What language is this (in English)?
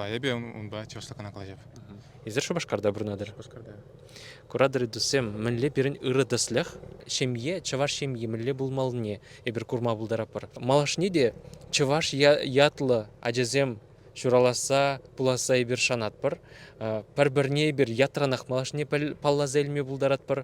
Chuvash